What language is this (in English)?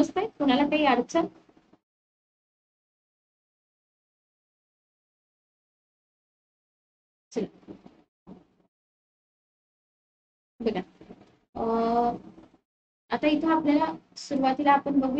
Marathi